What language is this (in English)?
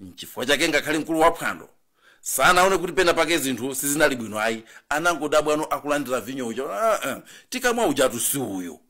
Nyanja